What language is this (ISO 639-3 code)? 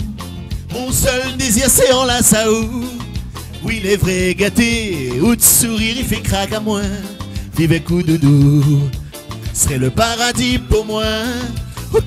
rcf